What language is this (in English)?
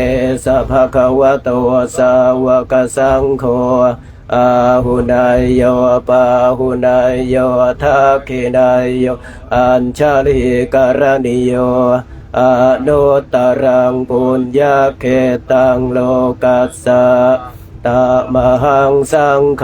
Pali